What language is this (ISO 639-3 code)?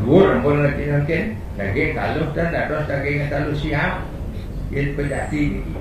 ban